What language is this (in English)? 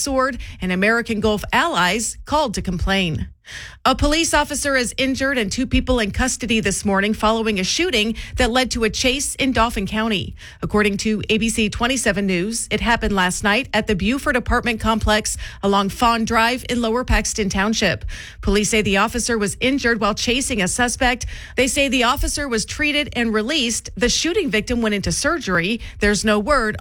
English